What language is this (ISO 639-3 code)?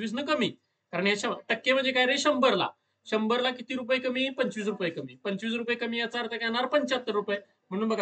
mar